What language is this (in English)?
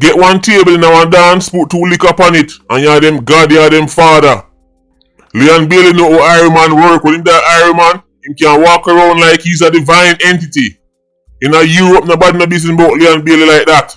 Jamaican Creole English